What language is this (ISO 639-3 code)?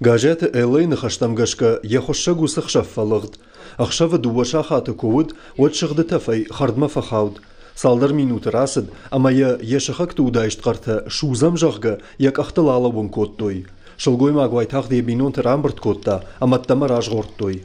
oss